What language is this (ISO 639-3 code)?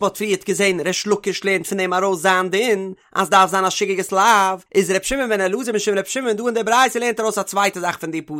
yid